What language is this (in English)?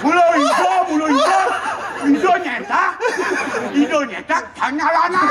Balinese